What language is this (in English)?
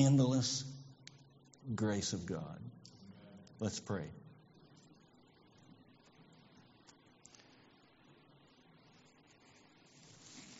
English